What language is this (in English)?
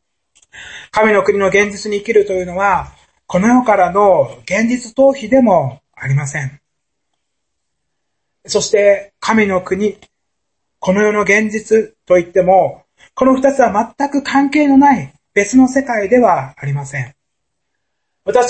Japanese